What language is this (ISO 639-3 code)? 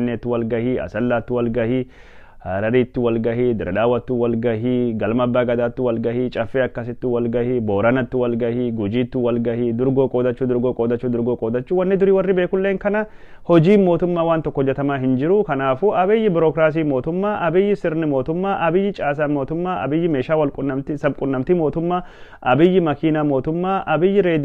orm